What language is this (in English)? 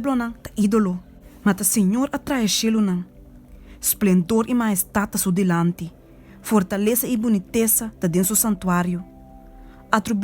Papiamento